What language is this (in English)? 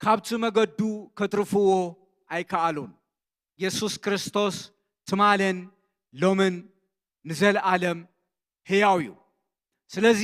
Tigrinya